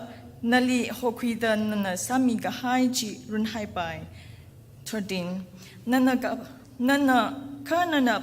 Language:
Tangkhul Naga (India)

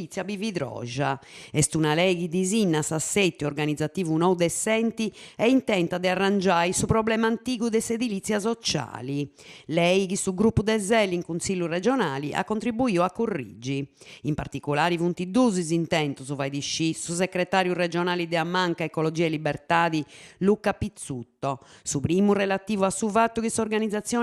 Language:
Sardinian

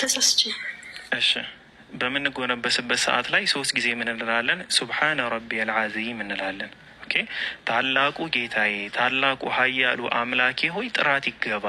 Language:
Amharic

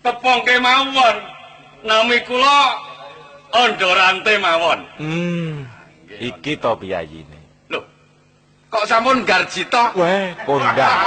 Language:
Javanese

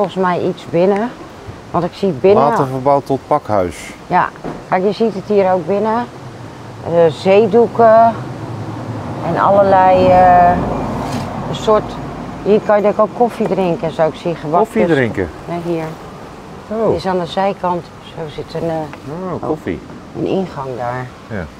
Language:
Dutch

